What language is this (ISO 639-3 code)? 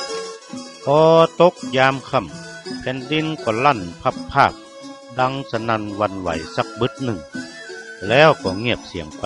nod